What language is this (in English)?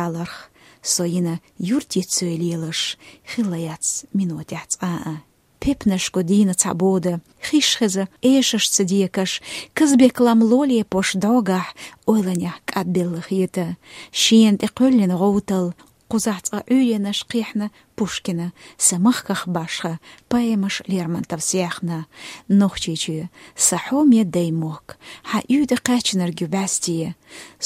Chechen